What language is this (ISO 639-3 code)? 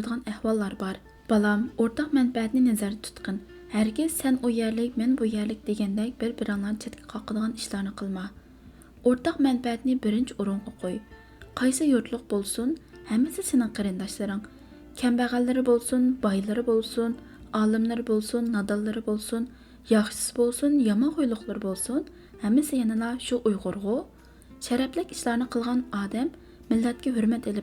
uig